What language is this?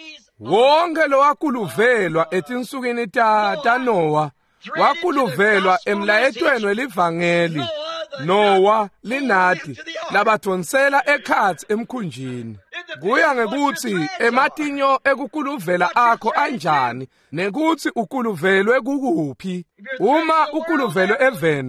Swati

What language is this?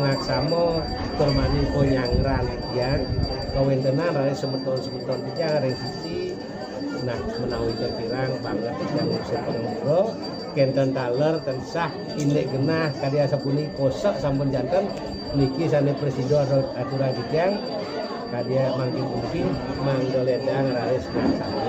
Balinese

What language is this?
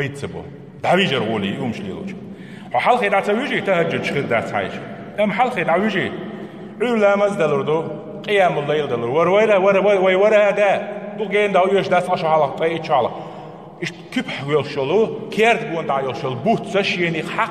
Chechen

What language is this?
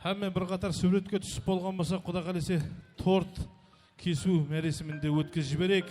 Kara-Kalpak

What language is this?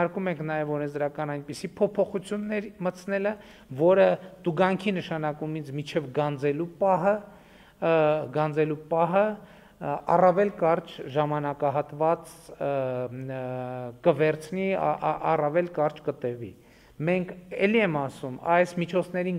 Armenian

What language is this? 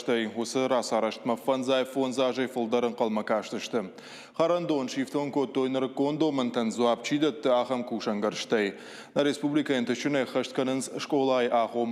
Ossetic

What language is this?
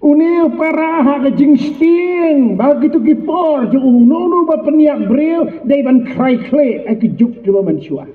Khasi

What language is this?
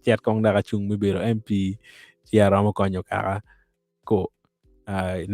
Acoli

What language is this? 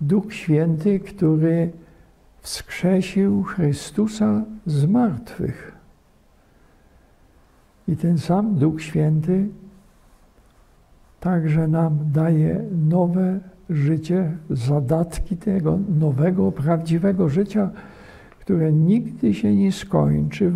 Polish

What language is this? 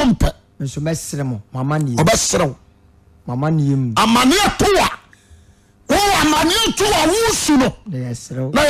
Akan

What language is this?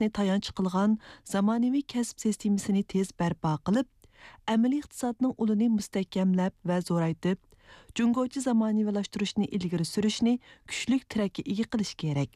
Uyghur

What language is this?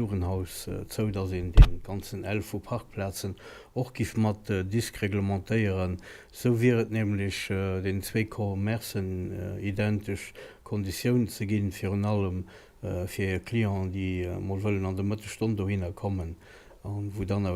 Luxembourgish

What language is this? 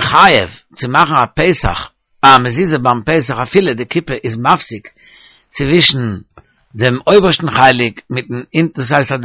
Yiddish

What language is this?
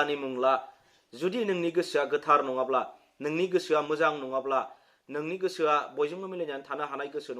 Bodo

